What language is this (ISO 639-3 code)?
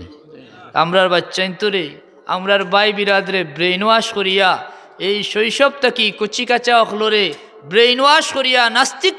syl